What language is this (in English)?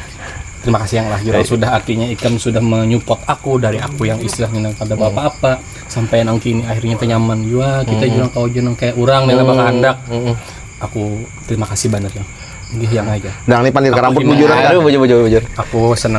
Banjar